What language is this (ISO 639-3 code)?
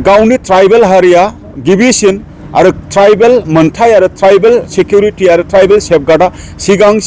brx